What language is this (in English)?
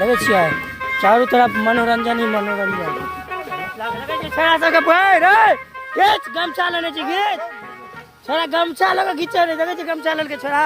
Maithili